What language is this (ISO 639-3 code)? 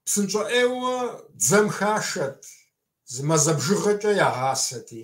kbd